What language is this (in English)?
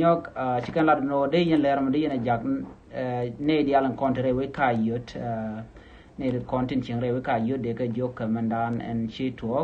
Nuer